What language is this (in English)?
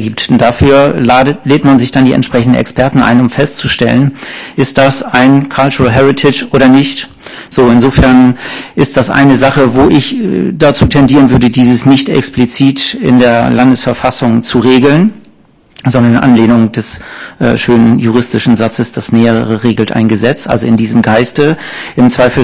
German